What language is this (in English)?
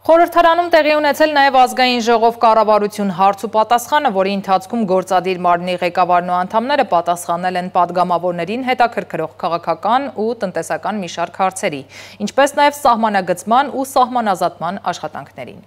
Armenian